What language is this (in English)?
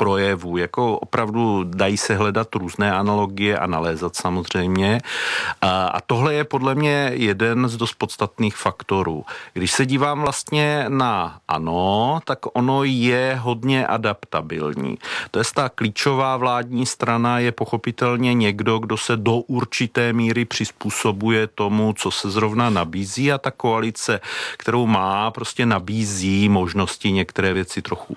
Czech